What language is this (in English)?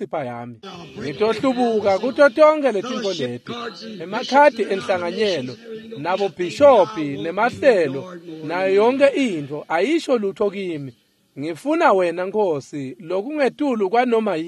Swati